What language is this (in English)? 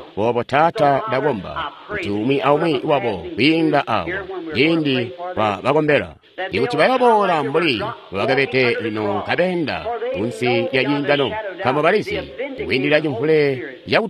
Tonga (Zambia)